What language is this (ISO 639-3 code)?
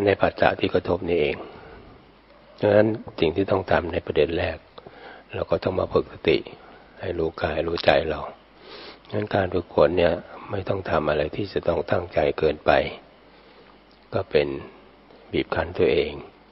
tha